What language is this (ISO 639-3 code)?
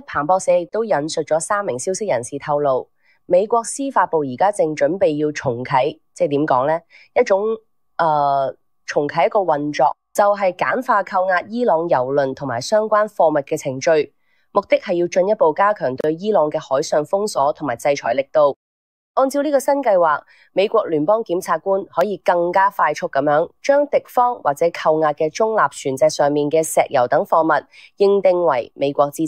yue